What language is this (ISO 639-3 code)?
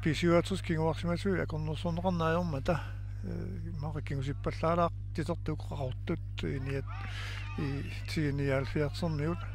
kal